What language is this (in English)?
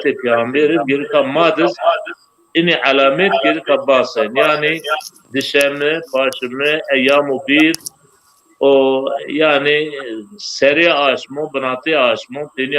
Zaza